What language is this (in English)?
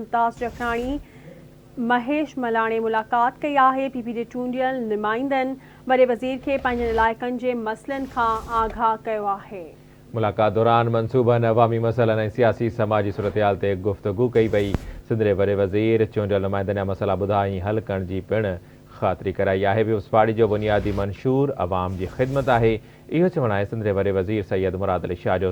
Sindhi